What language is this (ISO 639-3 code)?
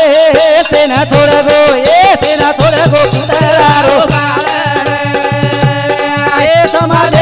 lmn